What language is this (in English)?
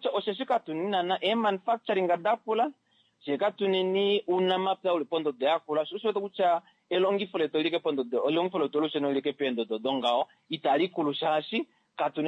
Kuanyama